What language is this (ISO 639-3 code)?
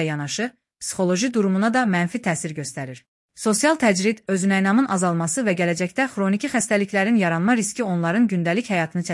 aze